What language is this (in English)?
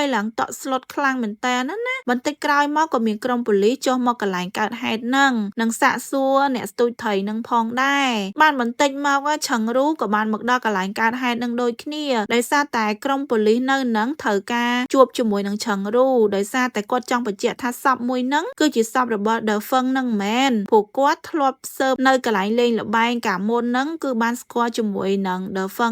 Khmer